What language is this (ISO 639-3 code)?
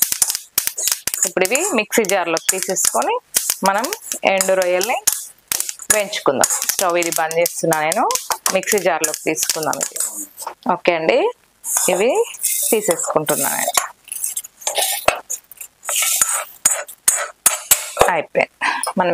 tel